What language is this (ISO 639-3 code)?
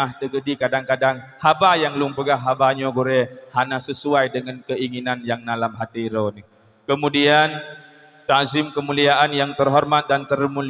ace